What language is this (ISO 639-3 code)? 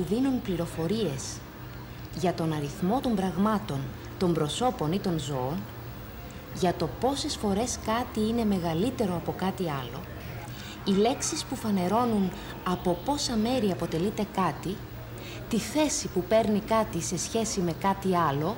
ell